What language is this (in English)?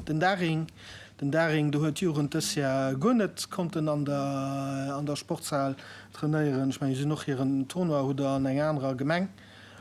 Luxembourgish